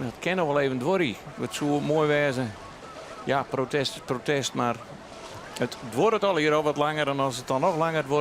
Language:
Western Frisian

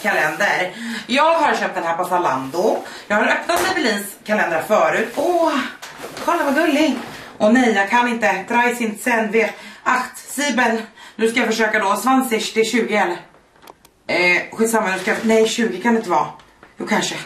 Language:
Swedish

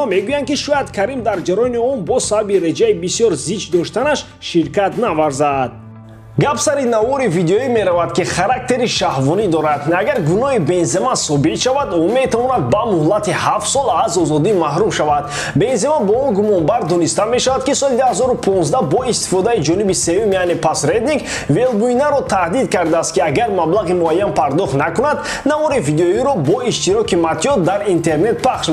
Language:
Tajik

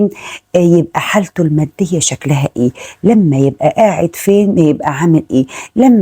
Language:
Egyptian Arabic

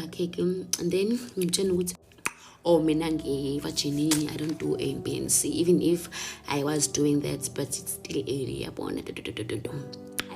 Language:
Zulu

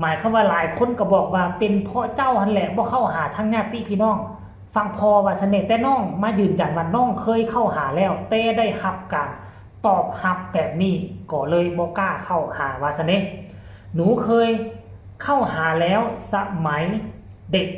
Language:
Northeastern Thai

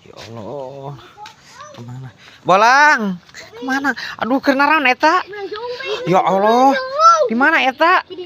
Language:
Sundanese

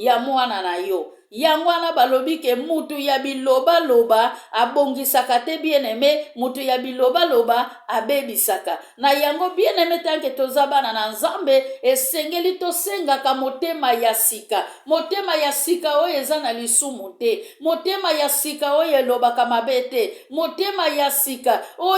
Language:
Lingala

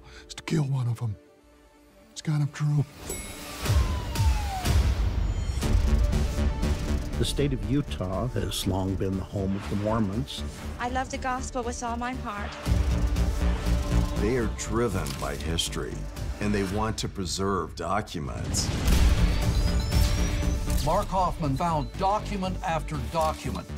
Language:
English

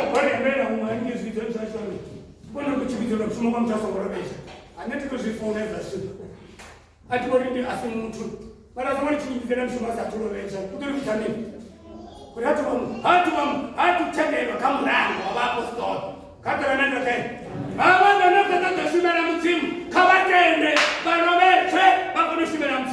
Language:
Venda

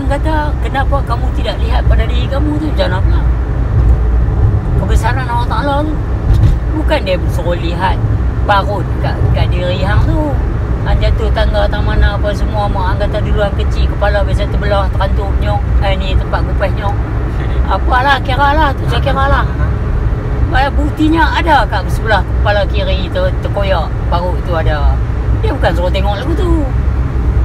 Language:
Malay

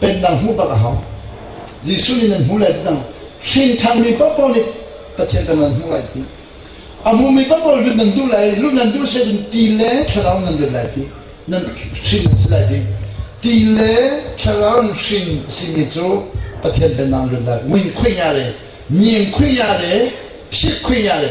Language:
Hakha Chin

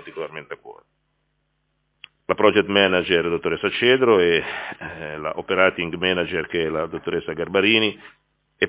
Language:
Italian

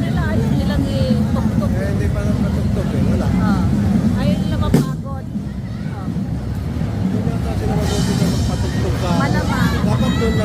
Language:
Bikol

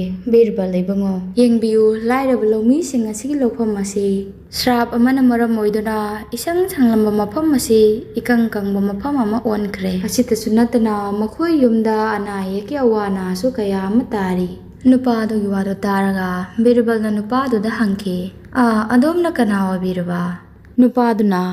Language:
Manipuri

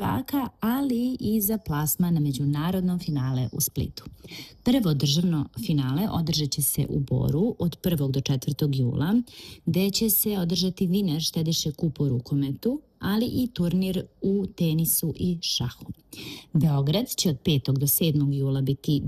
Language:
Serbian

